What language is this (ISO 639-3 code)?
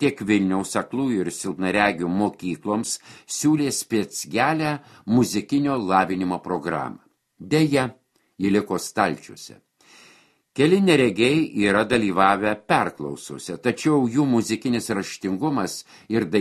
lit